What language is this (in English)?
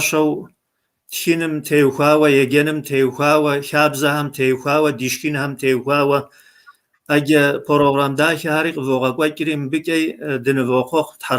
Kabardian